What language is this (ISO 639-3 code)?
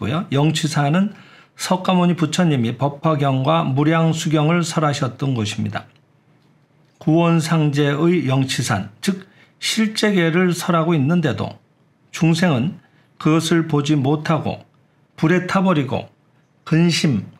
kor